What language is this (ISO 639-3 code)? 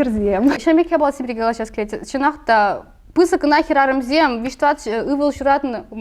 chv